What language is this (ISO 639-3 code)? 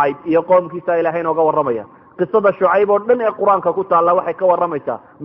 som